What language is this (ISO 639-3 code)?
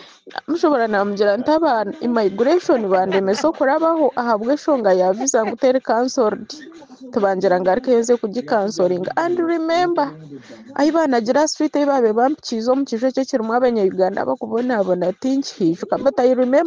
nyn